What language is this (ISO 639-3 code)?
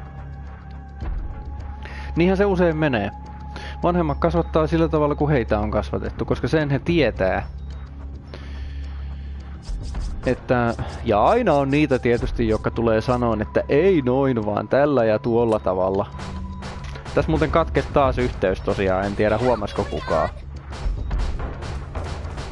fin